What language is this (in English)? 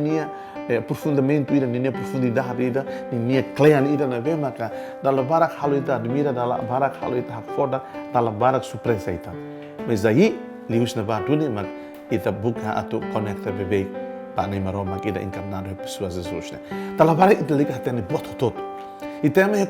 Tetum